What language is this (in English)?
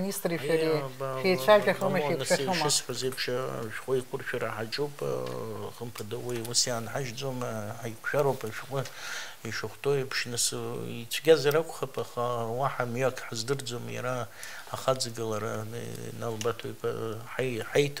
Abkhazian